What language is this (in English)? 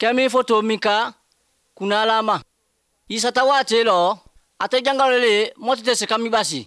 Bambara